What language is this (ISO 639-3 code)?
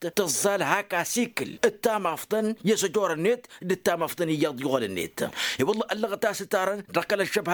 taq